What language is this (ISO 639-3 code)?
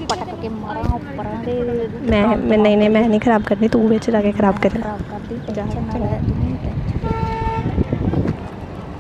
pan